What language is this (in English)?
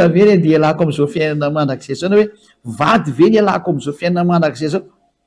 Malagasy